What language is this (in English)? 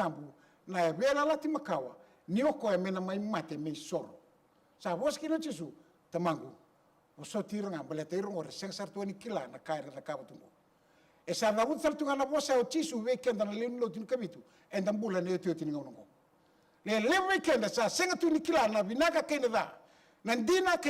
Fijian